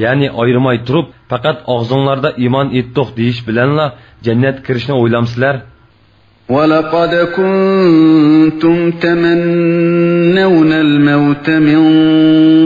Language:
Uyghur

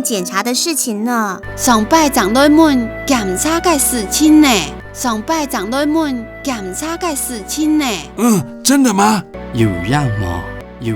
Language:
Hakka Chinese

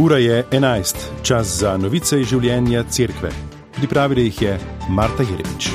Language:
Slovenian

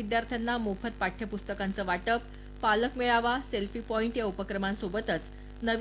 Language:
Marathi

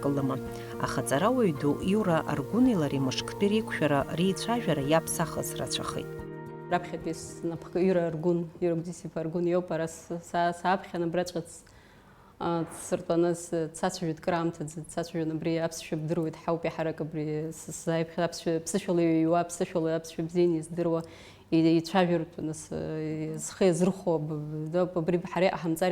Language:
Abkhazian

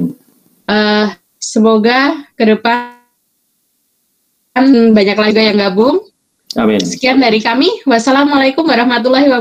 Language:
Indonesian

